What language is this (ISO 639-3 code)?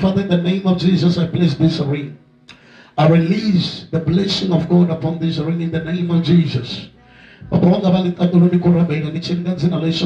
ven